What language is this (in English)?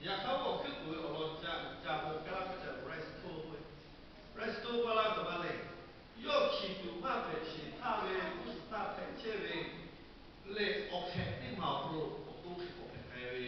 Lahu